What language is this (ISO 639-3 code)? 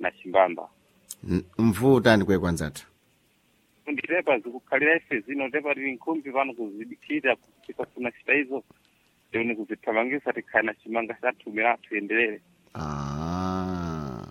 seh